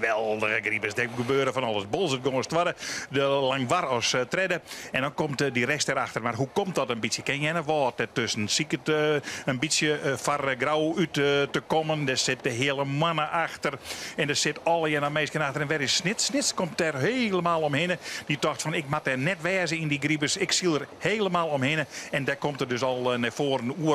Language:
Western Frisian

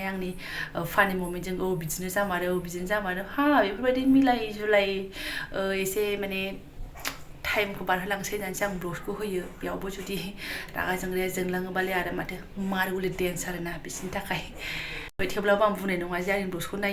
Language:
Bodo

